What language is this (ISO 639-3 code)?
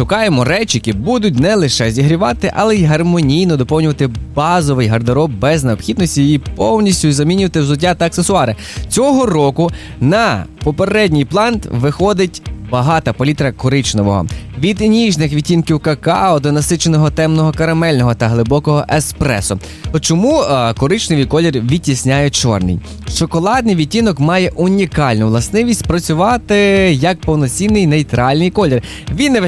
ukr